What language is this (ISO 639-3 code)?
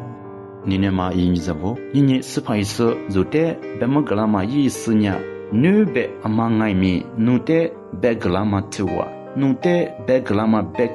lis